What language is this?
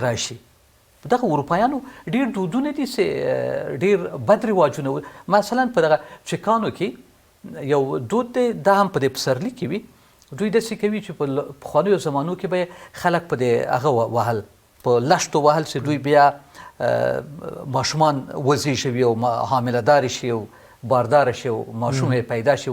Pashto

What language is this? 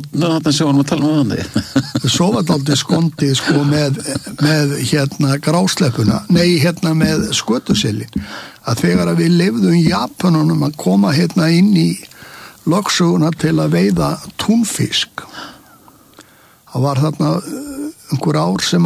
Icelandic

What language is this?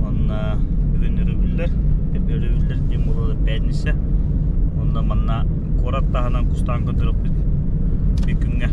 Yakut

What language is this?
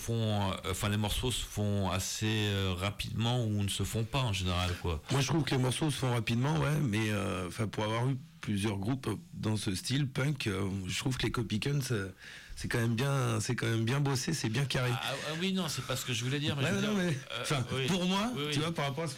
French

